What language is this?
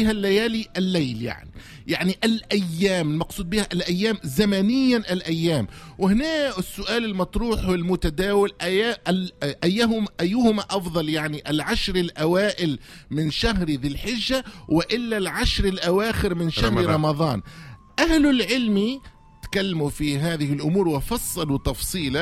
Tunisian Arabic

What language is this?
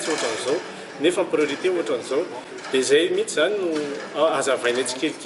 Malagasy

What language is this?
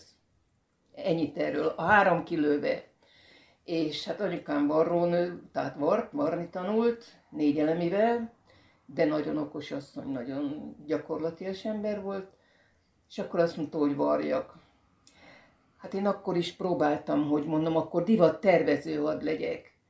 Hungarian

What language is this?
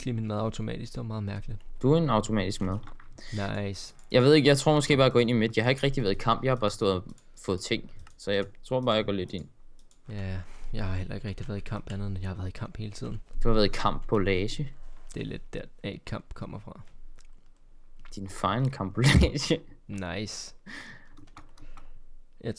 Danish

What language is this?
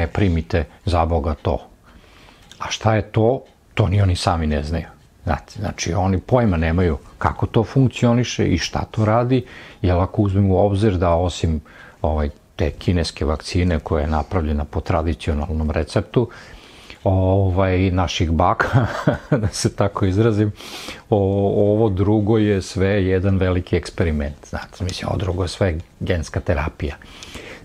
Serbian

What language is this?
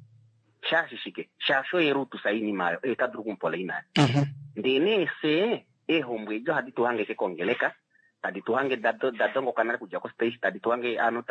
Kuanyama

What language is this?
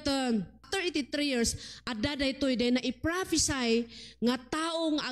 Iloko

